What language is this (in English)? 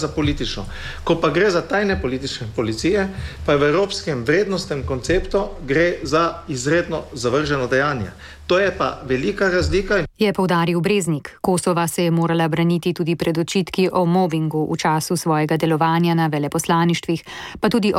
Slovenian